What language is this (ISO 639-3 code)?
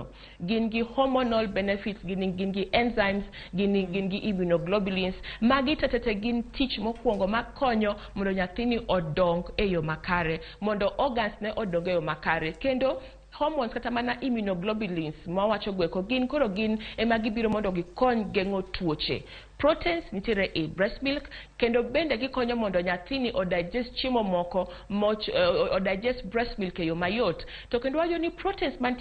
luo